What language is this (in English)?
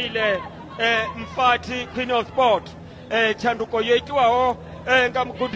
Venda